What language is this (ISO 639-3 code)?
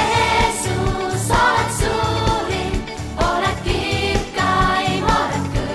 est